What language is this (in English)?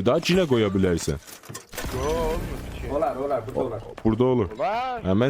South Azerbaijani